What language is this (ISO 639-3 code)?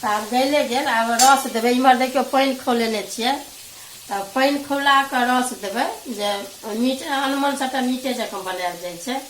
mai